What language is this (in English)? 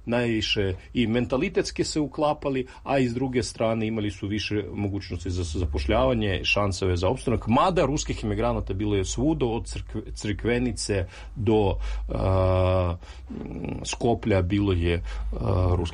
Serbian